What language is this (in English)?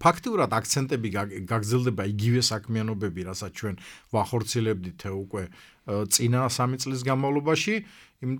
Georgian